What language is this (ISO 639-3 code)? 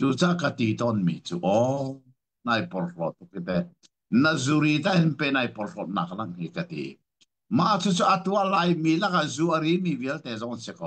cnh